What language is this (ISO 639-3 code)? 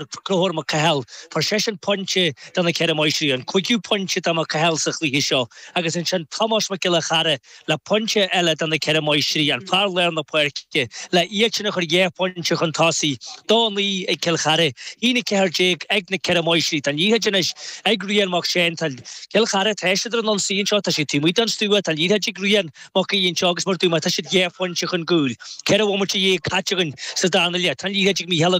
gle